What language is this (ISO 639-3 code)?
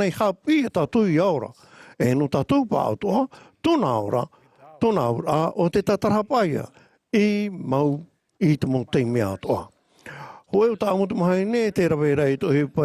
tah